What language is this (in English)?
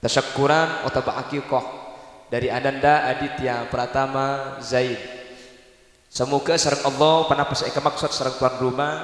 Madurese